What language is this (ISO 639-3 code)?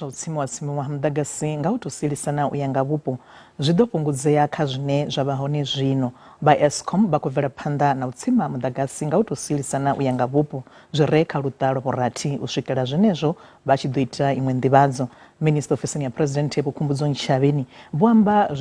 ven